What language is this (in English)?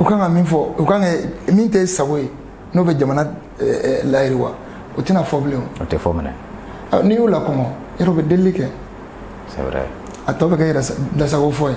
Bambara